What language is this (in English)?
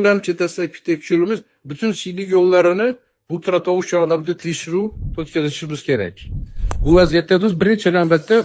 Uzbek